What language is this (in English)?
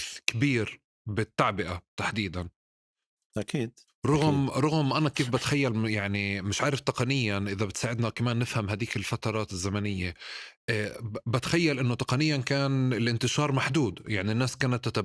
North Levantine Arabic